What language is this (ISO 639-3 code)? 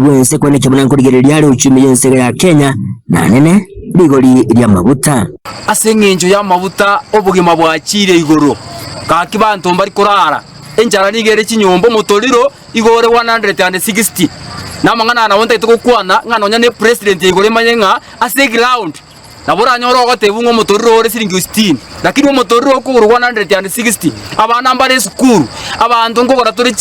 guz